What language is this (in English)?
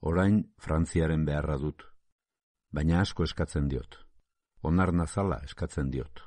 Basque